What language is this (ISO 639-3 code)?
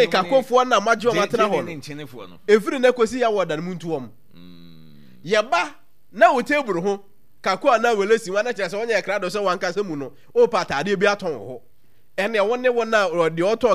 aka